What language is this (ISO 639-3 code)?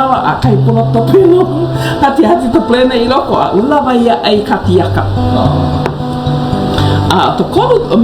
haw